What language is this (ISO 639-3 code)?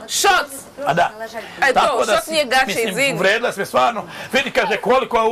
bos